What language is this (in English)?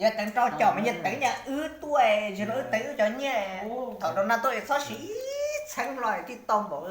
Hmong